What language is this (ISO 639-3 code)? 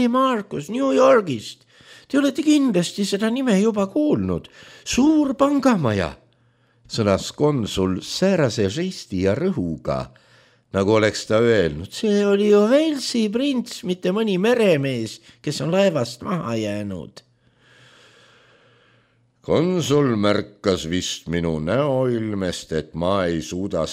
est